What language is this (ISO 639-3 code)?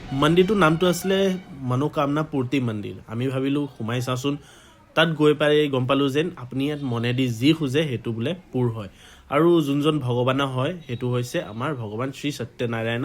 asm